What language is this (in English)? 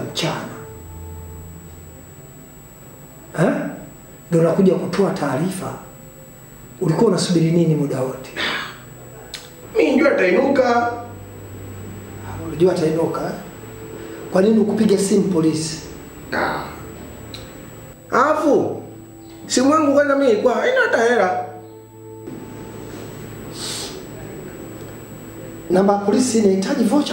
Swahili